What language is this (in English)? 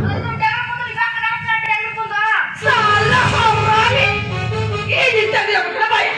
Santali